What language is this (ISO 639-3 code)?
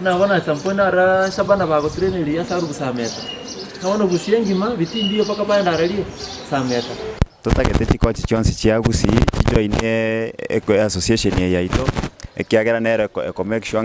guz